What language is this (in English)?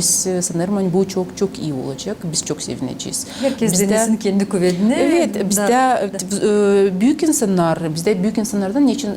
Gagauz